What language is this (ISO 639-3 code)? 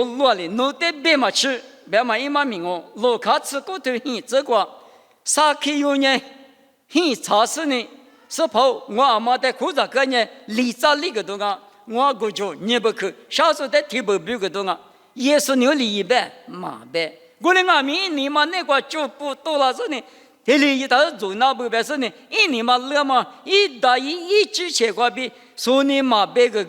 lis